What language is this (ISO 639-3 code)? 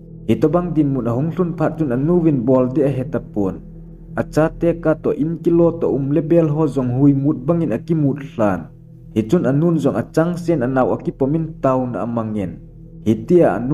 tcz